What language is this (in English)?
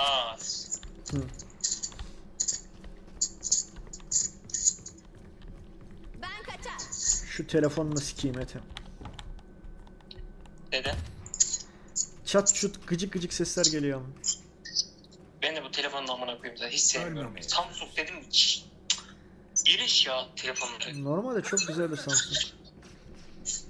Turkish